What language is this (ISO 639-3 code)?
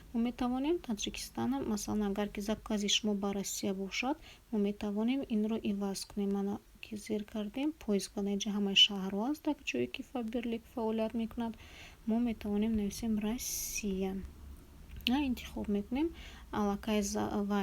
tgk